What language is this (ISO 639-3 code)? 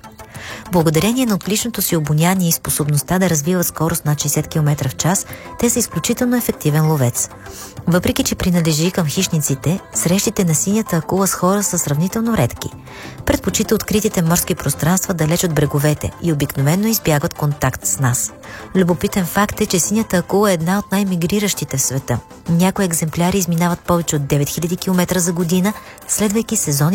bul